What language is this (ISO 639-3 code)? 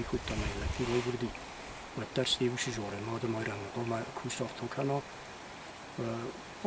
oss